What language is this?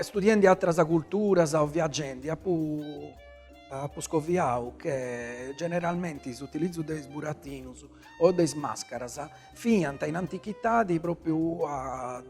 Sardinian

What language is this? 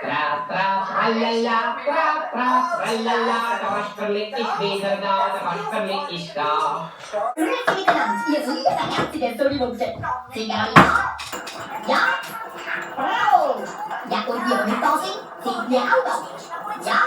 Swiss German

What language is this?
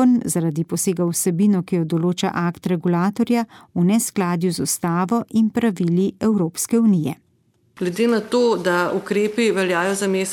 Slovenian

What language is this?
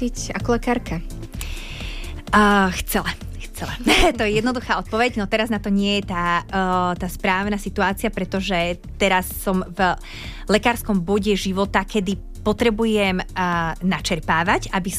Slovak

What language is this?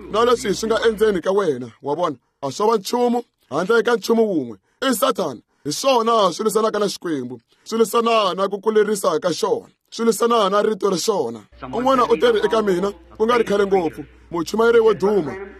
Tsonga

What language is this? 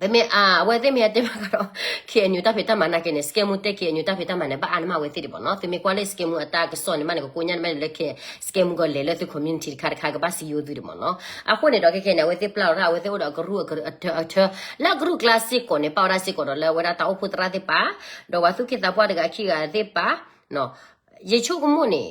S'gaw Karen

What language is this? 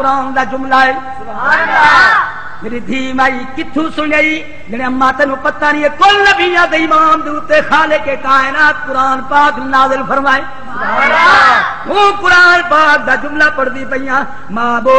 Saraiki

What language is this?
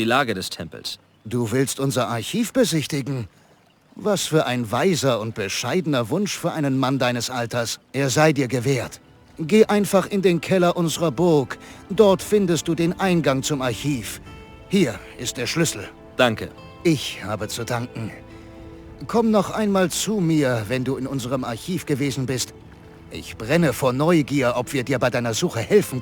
Bavarian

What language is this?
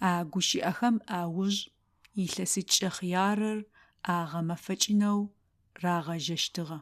Adyghe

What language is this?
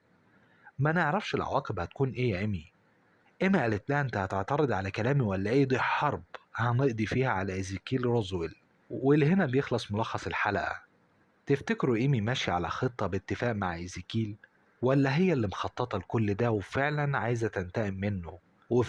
Egyptian Arabic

